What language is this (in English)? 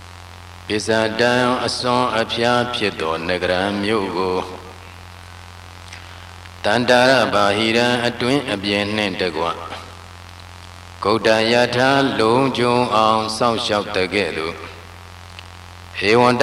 Burmese